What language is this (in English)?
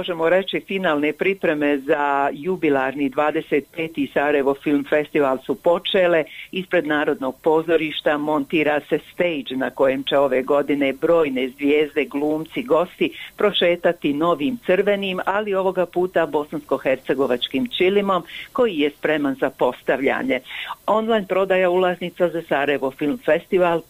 Bosnian